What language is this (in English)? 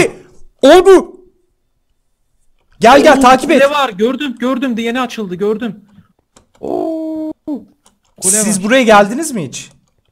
Turkish